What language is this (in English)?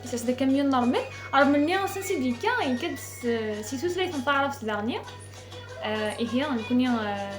Kabyle